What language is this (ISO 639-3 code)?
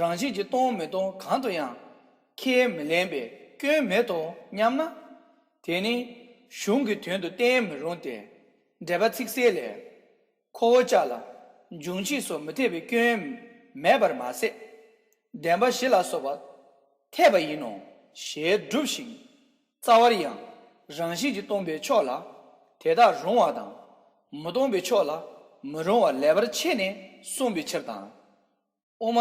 bod